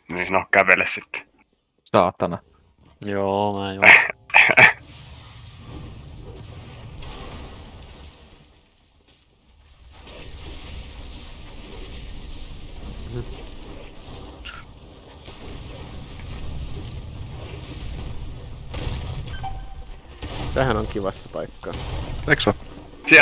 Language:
Finnish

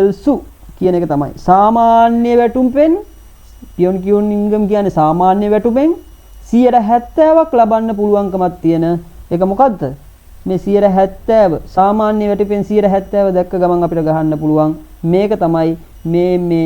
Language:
Sinhala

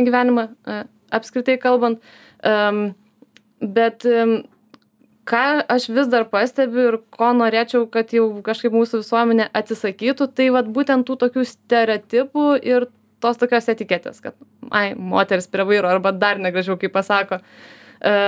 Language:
Lithuanian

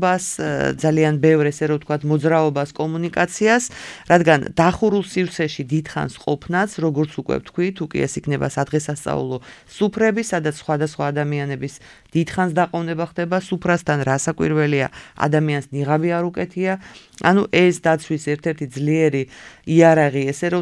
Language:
Georgian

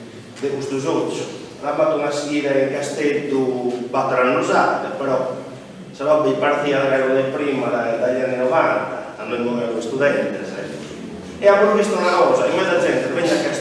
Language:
Sardinian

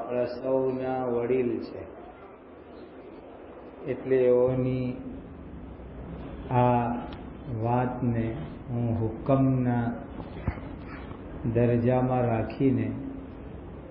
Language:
Gujarati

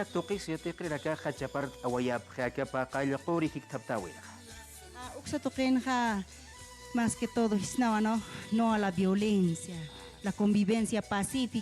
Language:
Aymara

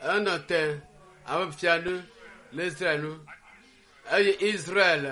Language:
Ewe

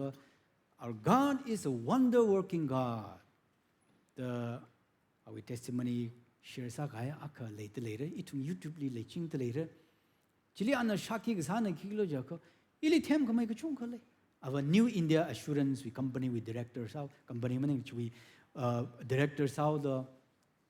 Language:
Tangkhul Naga (India)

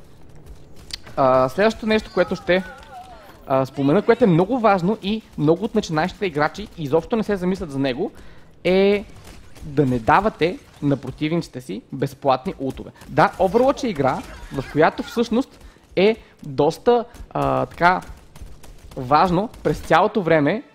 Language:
Bulgarian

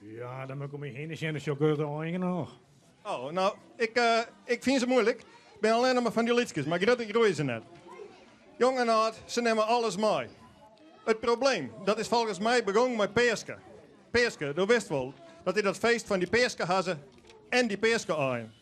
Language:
Western Frisian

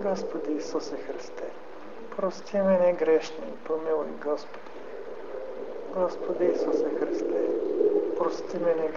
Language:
Bulgarian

